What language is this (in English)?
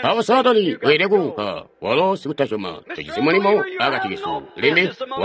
Tonga (Zambia)